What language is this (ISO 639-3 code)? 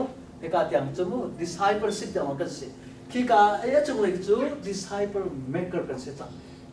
cnh